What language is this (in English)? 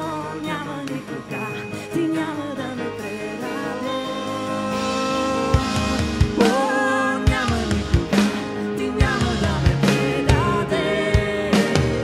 Bulgarian